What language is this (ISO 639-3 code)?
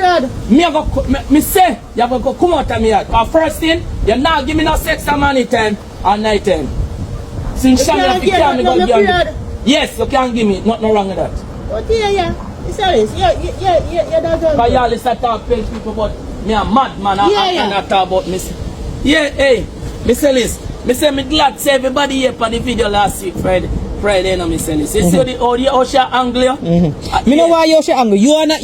jam